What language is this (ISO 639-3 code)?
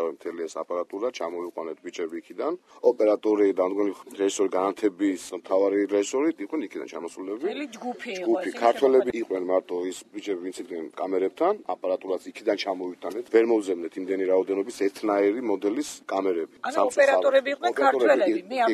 kat